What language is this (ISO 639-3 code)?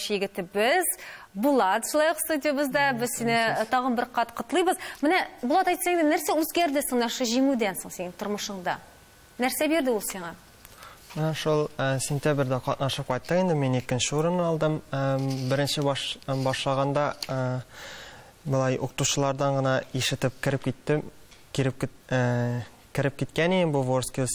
tat